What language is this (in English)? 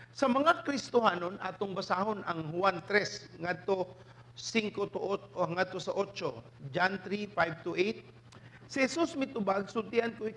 Cebuano